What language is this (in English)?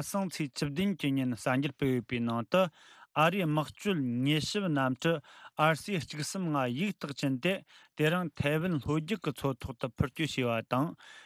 Tibetan